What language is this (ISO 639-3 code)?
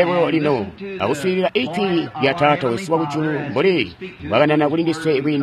toi